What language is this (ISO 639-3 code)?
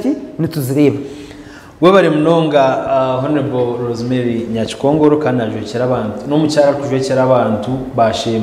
nyn